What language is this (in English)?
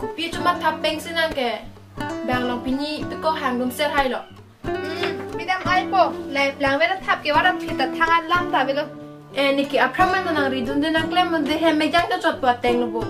Karbi